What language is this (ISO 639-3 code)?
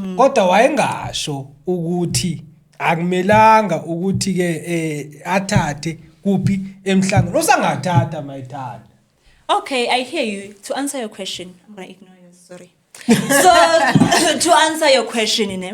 zul